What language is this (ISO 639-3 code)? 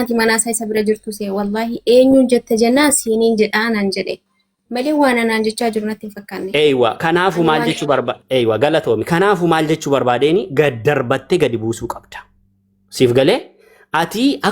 orm